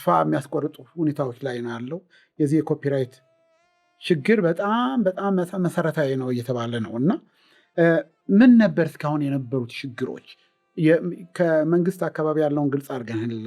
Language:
Amharic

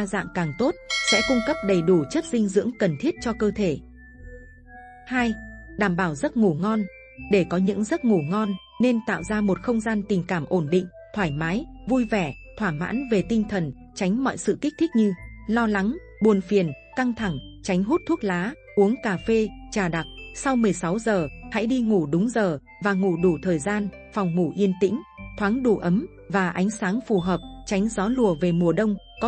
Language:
Vietnamese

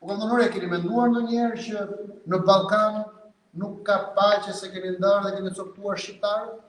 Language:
Albanian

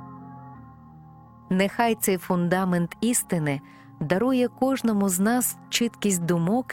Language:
Ukrainian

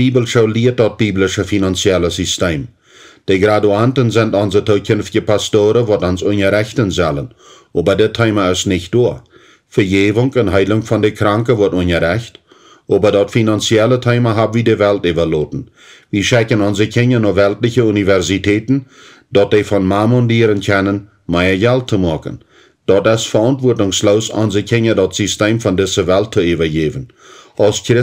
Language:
Plautdietsch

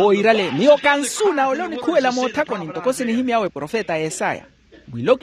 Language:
Makhuwa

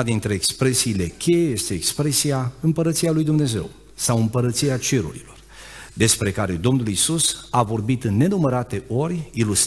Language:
Romanian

